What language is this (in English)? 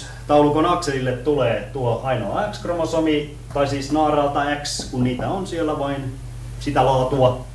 Finnish